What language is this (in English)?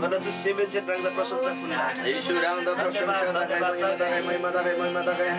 Eastern Tamang